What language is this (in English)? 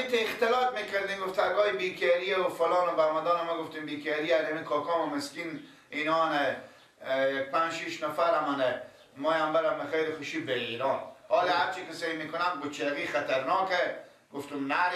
Persian